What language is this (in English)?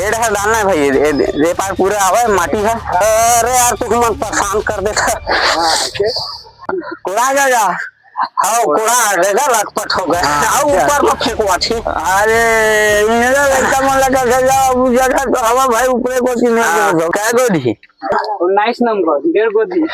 Chhattisgarhi